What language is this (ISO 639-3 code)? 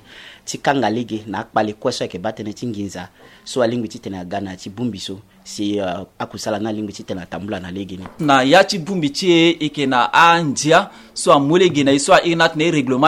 sag